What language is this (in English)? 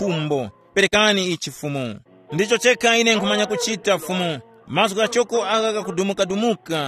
Tumbuka